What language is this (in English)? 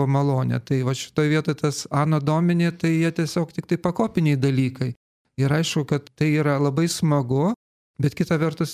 Lithuanian